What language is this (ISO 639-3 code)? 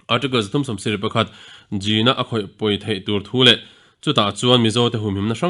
lus